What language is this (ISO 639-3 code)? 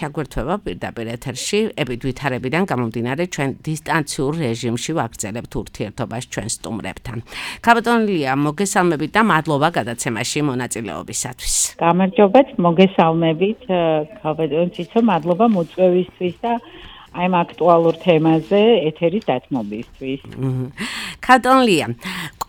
kat